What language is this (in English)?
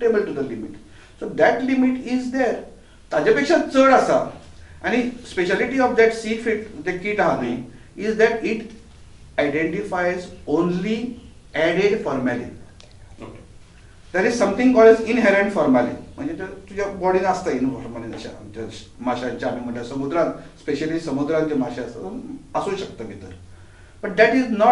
Konkani